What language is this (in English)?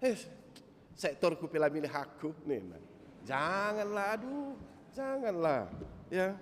Batak Karo